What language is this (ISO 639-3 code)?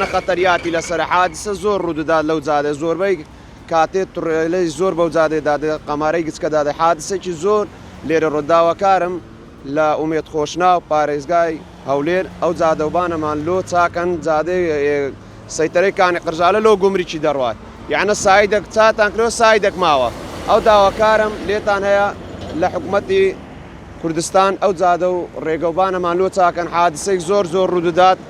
ckb